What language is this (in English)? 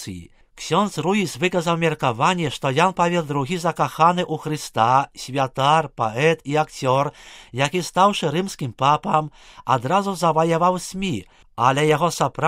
Belarusian